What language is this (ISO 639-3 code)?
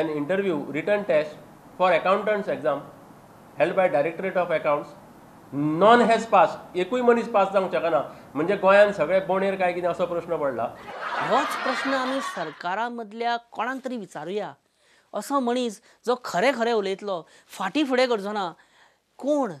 kok